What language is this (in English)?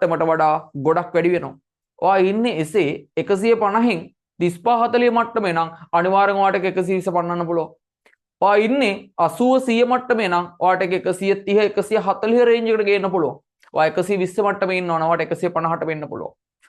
Sinhala